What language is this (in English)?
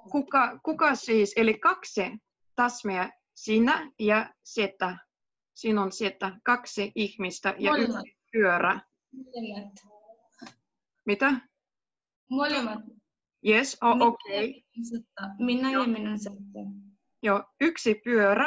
Finnish